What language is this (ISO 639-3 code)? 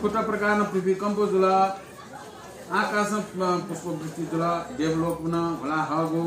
new